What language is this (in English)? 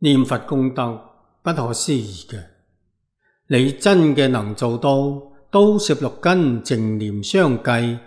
Cantonese